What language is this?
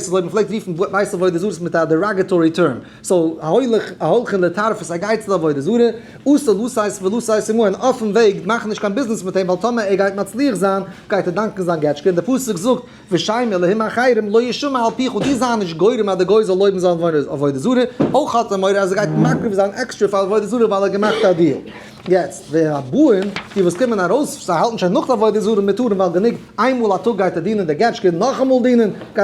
Yiddish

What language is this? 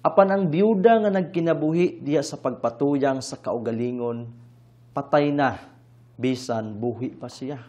Cebuano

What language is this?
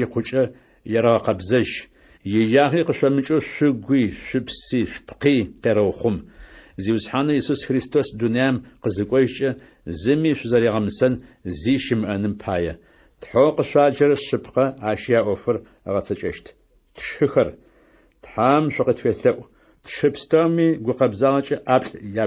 Adyghe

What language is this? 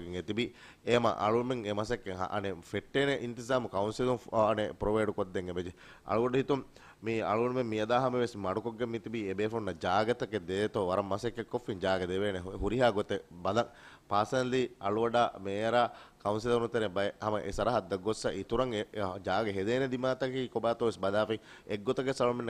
Divehi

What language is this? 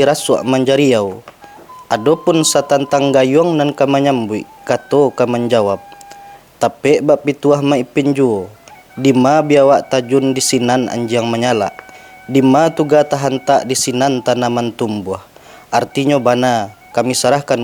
Minangkabau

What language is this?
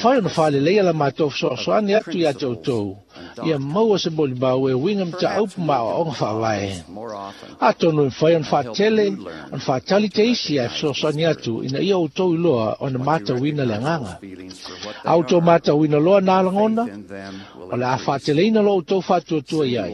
Samoan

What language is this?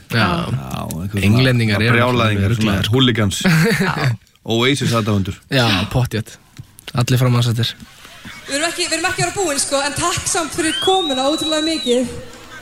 Icelandic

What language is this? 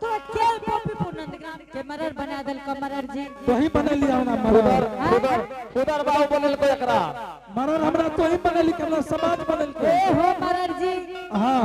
Angika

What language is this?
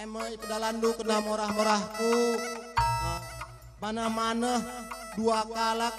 Batak Karo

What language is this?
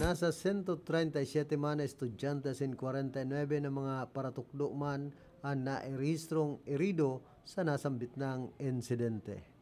Bikol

